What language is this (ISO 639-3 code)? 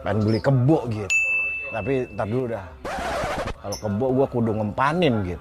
bew